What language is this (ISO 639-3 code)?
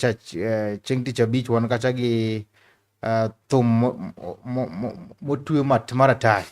luo